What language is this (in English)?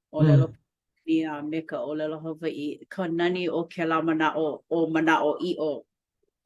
Hawaiian